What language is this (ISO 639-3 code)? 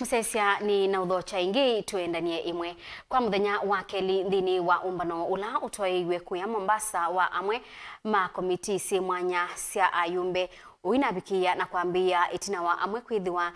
kam